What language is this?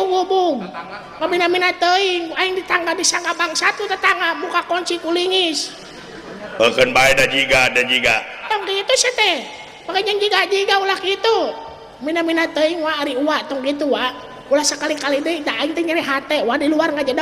Sundanese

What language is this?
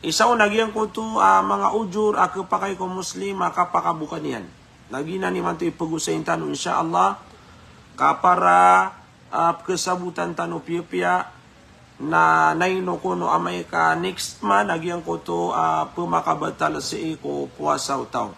Maranao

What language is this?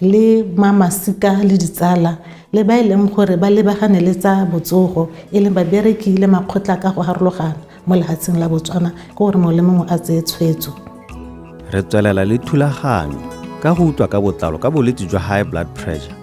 Tswana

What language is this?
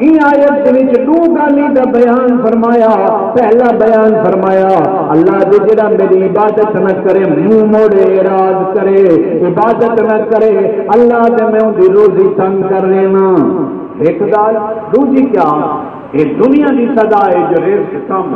Saraiki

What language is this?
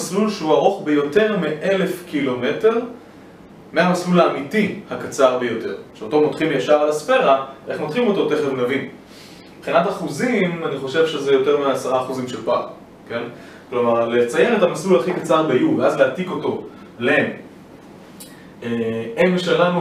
Hebrew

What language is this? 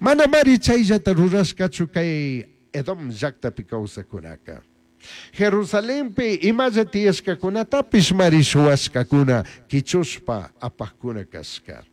Chimborazo Highland Quichua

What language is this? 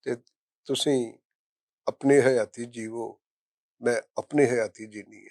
Western Panjabi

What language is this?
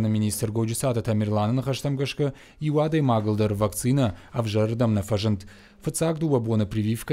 Ossetic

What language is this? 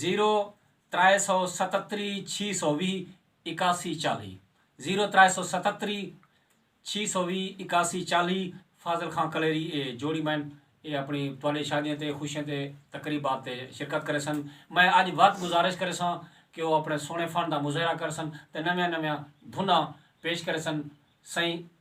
Saraiki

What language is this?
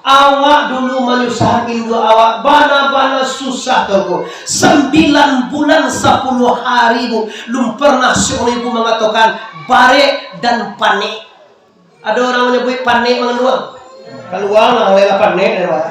Minangkabau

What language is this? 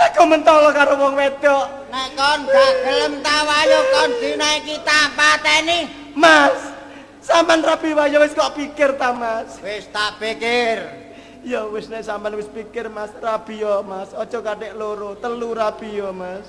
Javanese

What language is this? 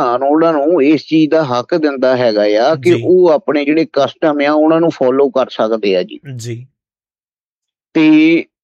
Punjabi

